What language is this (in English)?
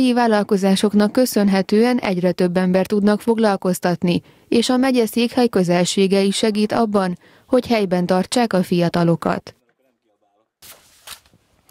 Hungarian